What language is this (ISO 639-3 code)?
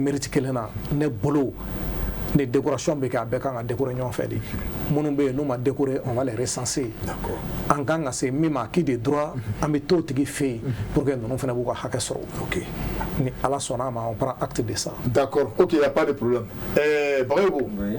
bam